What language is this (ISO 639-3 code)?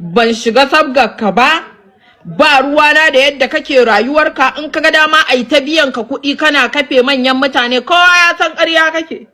hau